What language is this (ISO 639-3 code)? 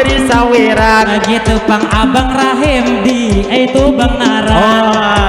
bjn